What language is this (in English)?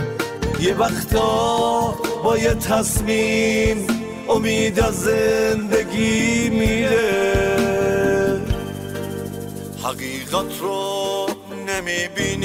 Persian